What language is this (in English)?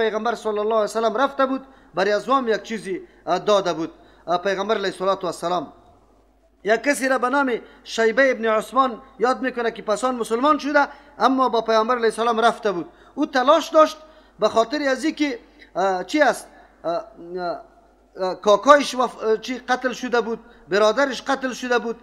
Persian